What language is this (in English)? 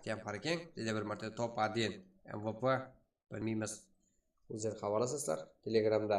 Kara-Kalpak